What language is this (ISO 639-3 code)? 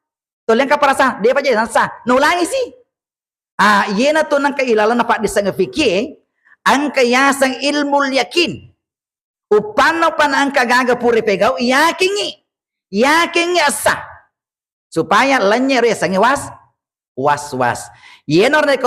bug